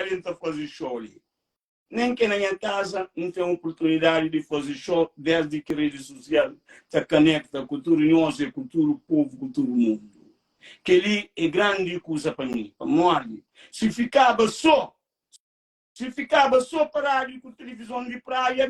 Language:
Kabuverdianu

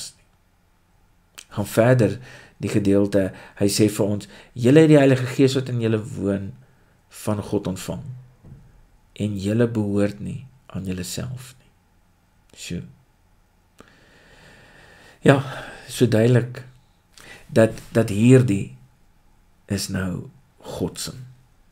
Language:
Afrikaans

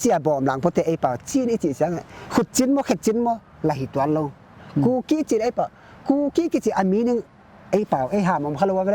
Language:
Paite Chin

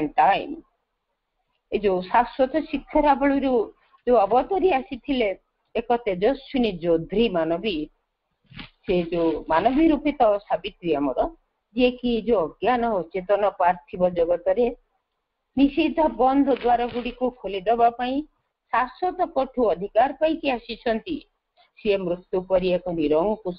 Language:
Odia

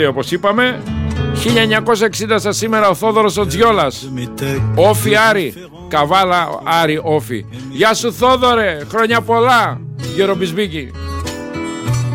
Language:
Greek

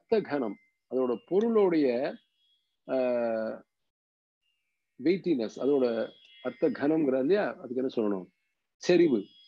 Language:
Tamil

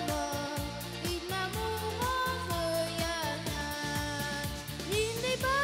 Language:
Bashkir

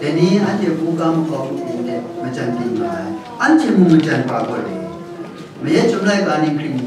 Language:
Kachin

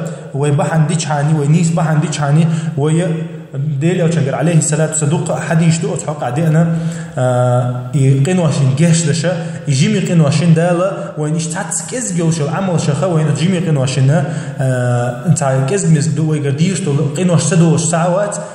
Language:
Chechen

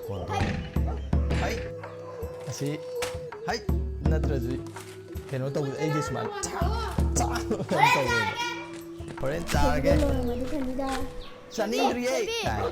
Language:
Manipuri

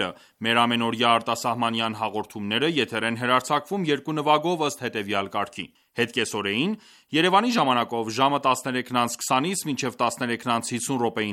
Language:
Armenian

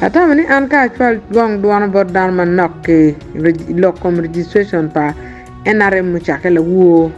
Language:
Acoli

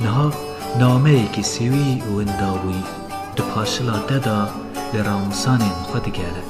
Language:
Kurdish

